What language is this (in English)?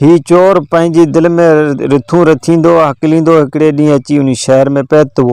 Sindhi